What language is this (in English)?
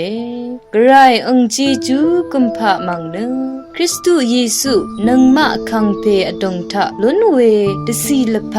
Rawang